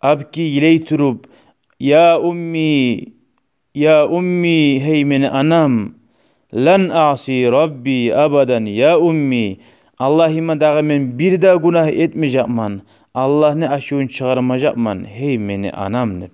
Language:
Kumyk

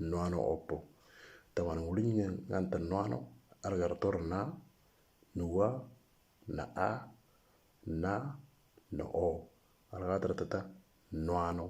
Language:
Moro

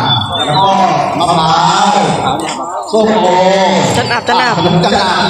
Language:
Lao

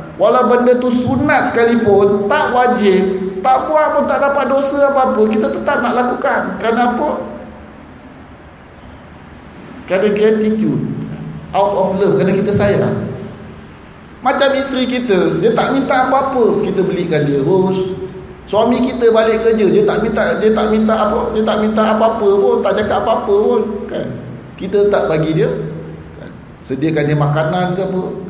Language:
Malay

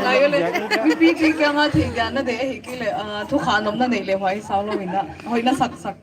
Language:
Paite Chin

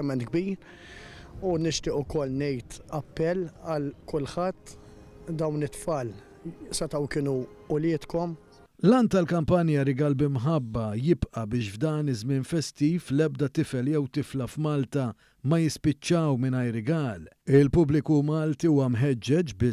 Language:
Maltese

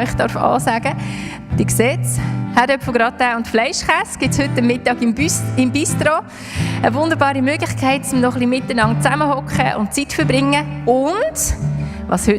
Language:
Swiss German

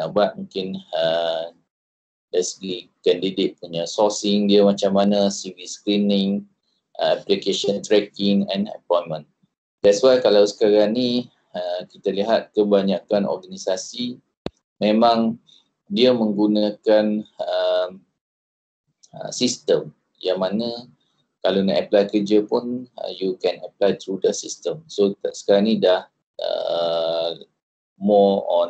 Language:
Malay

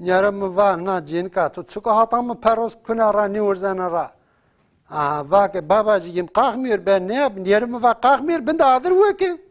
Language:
Zaza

